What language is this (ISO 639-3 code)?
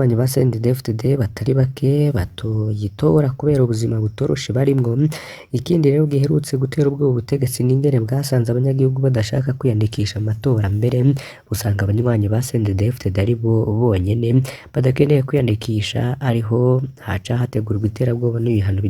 run